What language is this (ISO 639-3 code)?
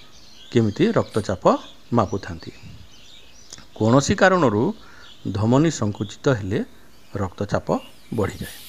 ori